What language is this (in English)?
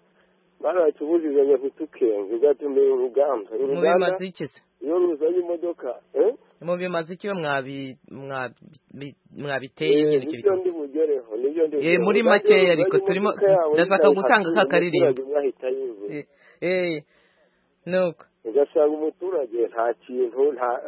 Kinyarwanda